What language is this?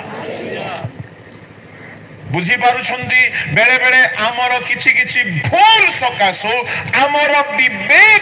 Odia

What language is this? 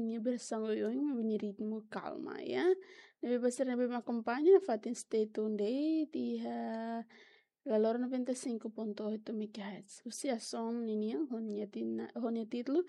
Tetum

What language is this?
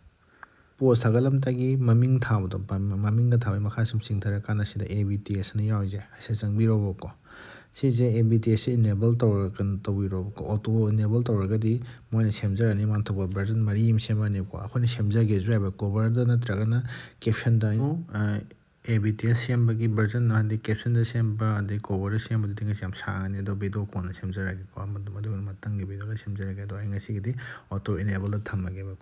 Manipuri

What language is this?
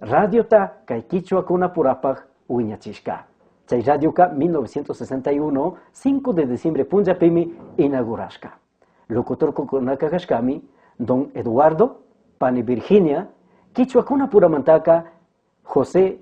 Chimborazo Highland Quichua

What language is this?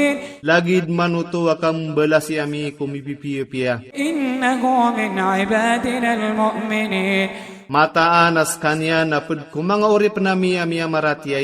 Maranao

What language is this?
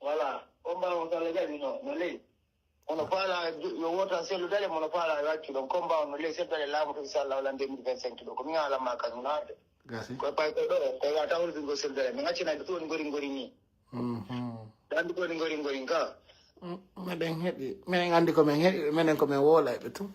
Pular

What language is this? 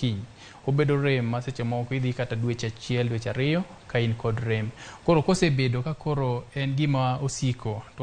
Luo (Kenya and Tanzania)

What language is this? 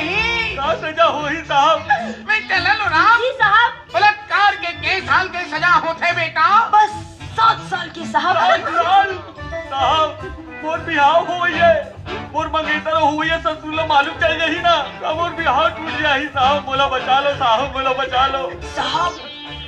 Chhattisgarhi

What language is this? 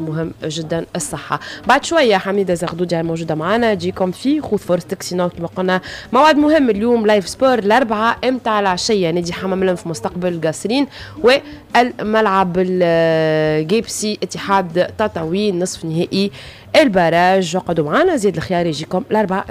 Tunisian Arabic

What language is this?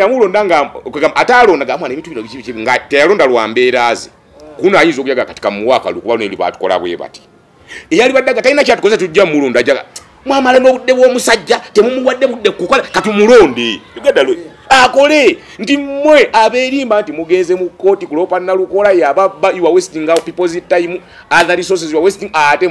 Ganda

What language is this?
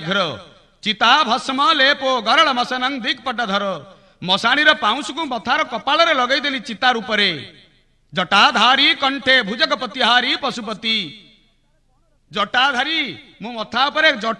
Odia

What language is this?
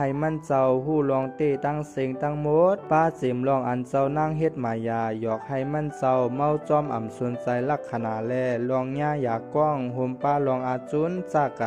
Shan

